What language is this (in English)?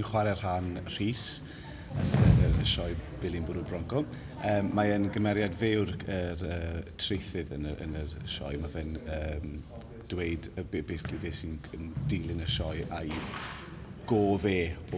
Welsh